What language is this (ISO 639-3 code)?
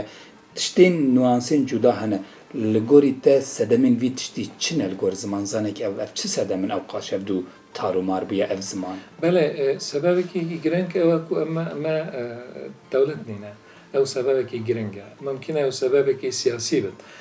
kur